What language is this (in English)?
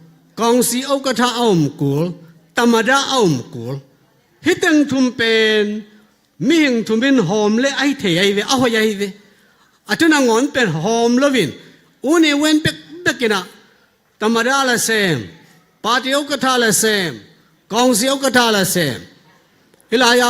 Tedim Chin